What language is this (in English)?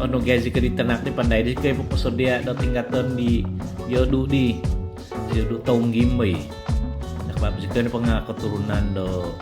Central Dusun